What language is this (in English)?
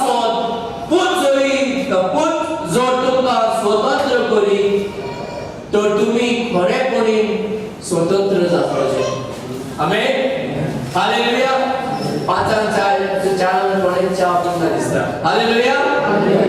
Konkani